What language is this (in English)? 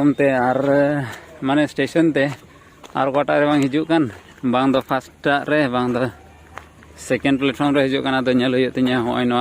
Santali